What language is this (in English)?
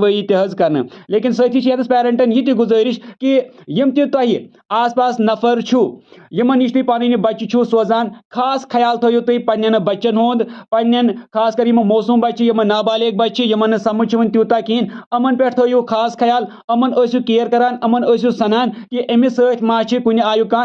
Kashmiri